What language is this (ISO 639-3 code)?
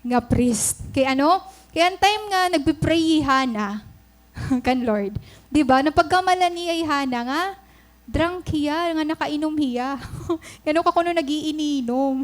war